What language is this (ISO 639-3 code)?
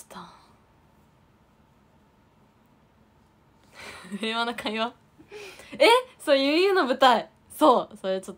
jpn